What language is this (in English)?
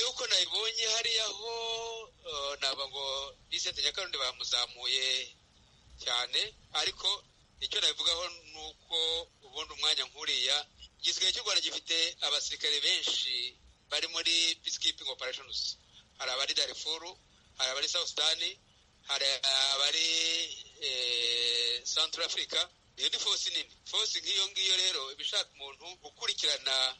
Kinyarwanda